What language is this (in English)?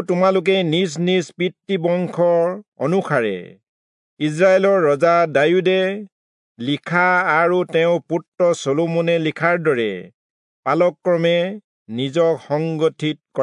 Assamese